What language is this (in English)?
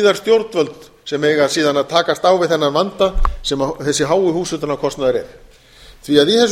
Icelandic